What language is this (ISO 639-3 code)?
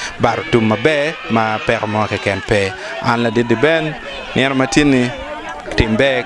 ach